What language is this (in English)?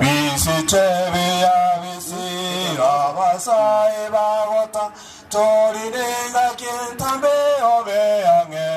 Gusii